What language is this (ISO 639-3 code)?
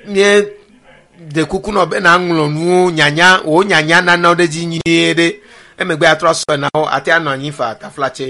ewe